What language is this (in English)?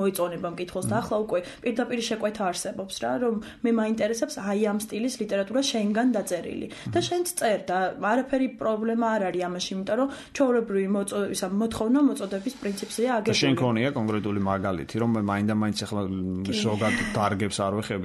Georgian